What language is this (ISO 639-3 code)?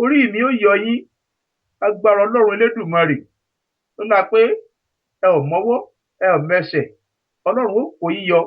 yor